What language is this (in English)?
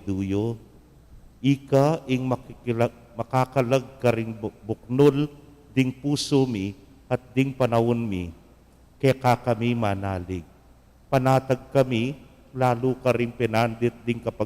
Pampanga